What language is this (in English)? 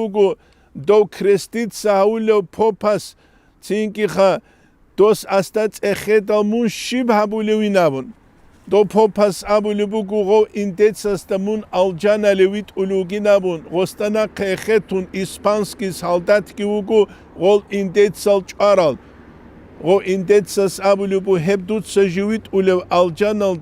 Avaric